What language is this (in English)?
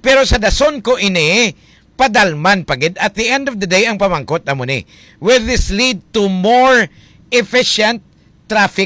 Hiligaynon